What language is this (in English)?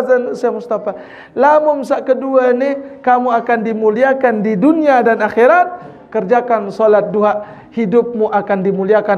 Sasak